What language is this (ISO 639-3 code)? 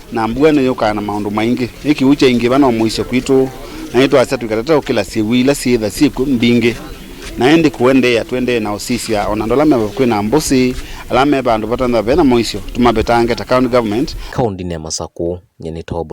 kam